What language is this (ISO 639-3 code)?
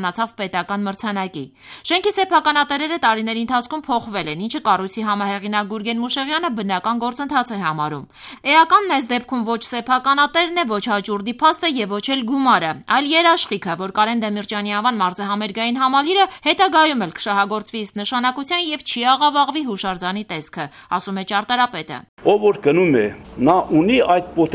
hye